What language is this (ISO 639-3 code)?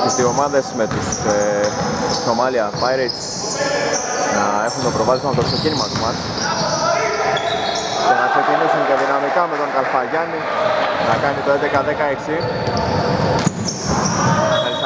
ell